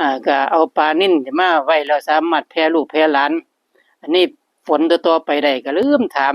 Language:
Northeastern Thai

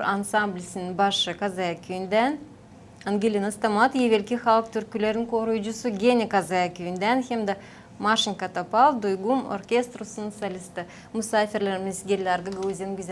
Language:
Gagauz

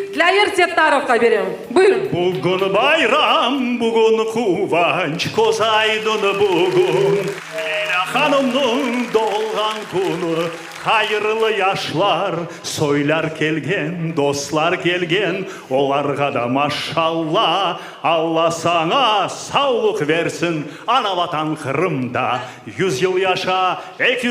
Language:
Crimean Tatar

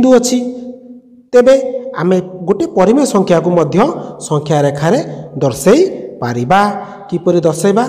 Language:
Odia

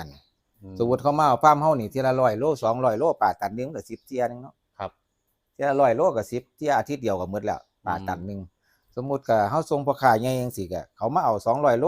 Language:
Northeastern Thai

